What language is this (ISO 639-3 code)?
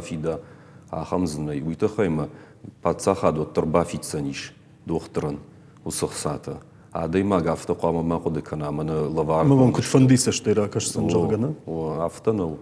oss